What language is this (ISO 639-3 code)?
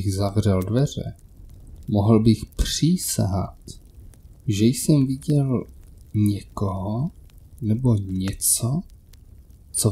ces